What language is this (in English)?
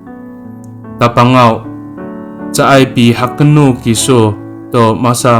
Amis